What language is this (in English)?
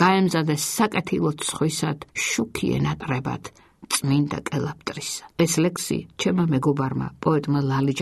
Georgian